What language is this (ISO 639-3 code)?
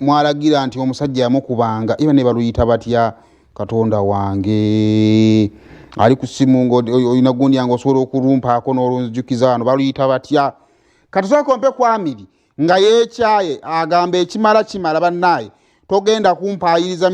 lug